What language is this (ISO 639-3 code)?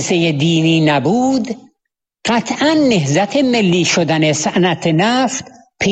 fas